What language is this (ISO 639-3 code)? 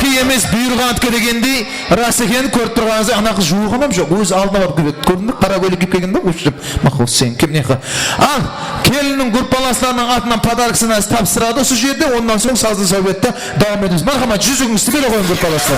kaa